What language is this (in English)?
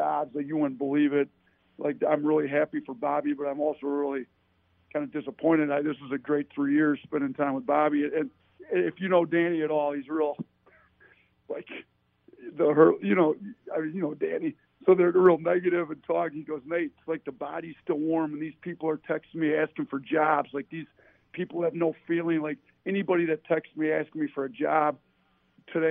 English